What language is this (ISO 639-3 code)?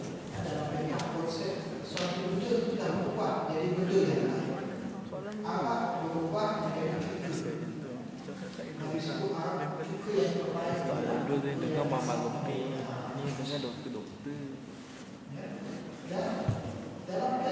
msa